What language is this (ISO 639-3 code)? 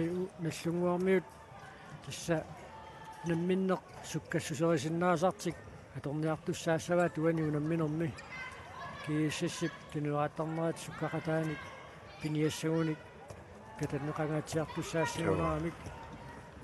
kal